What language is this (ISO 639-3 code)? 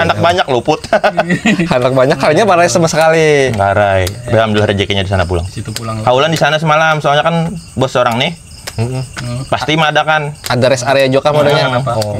bjn